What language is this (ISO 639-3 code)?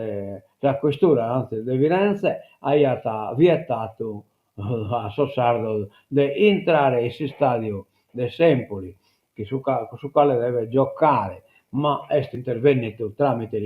srd